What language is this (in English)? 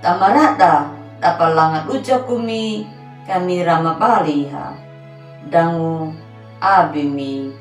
Anakalangu